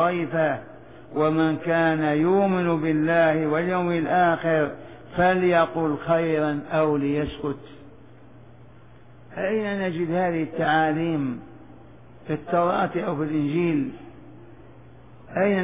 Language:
Arabic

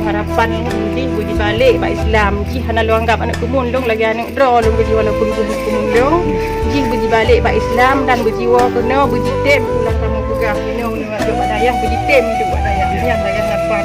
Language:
Achinese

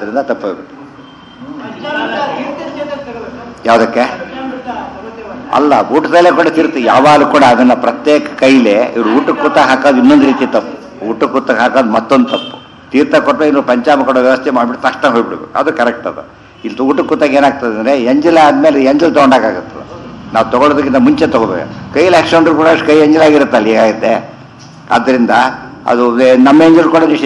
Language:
Kannada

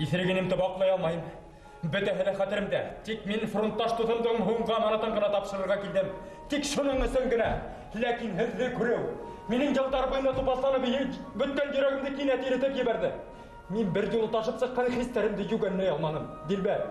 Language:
Bashkir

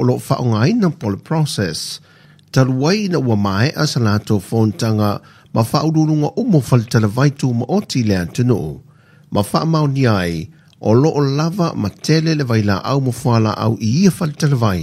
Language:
Samoan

